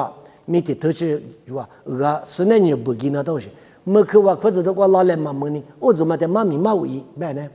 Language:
Lisu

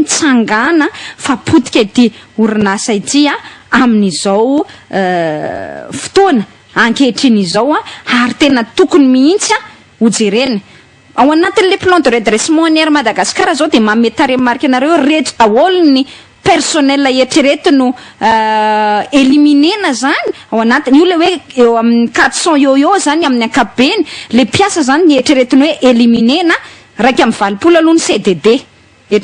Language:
Malagasy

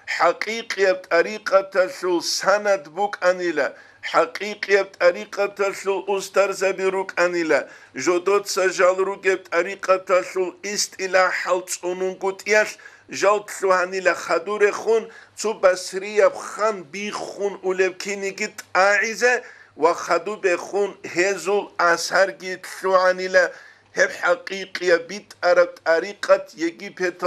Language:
Avaric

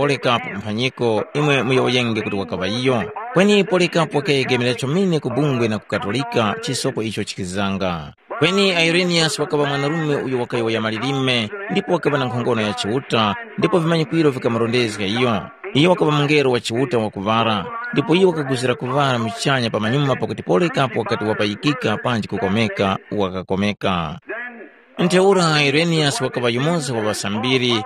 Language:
Tumbuka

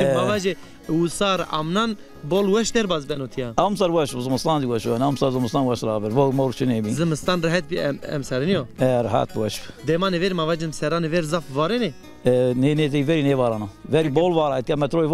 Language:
Zaza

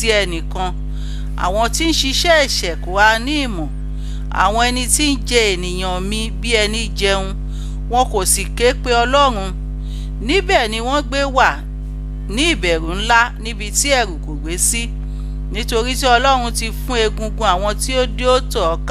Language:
Yoruba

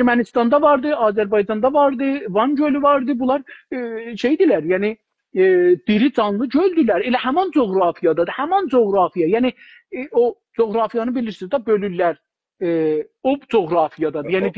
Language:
South Azerbaijani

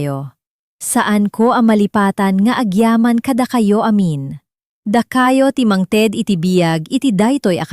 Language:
Iloko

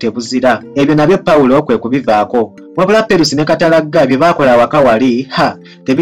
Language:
Ganda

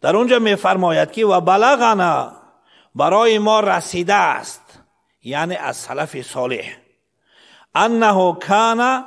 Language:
Persian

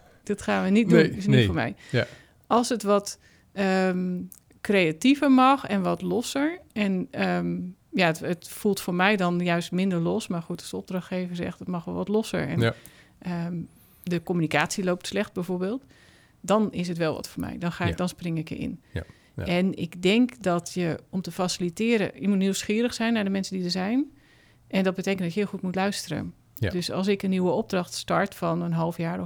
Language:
Dutch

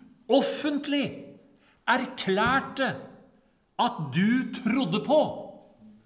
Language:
Norwegian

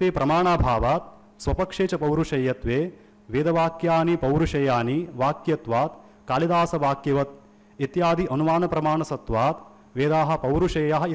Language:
Sanskrit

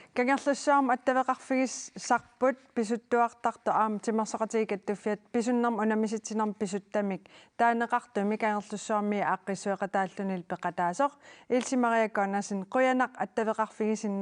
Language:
Kalaallisut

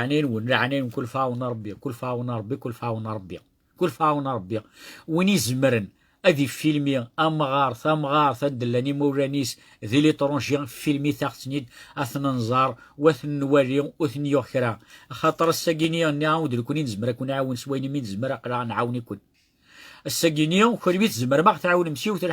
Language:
Kabyle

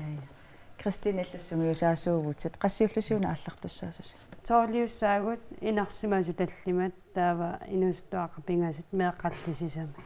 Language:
Kalaallisut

